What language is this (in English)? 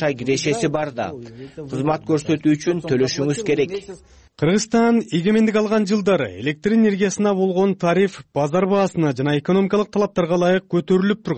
Kyrgyz